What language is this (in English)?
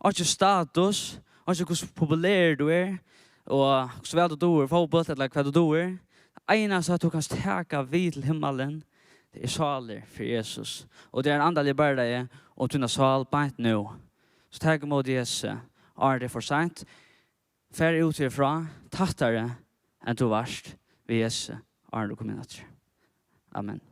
Faroese